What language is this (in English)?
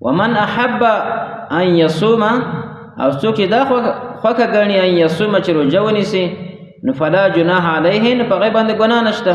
Pashto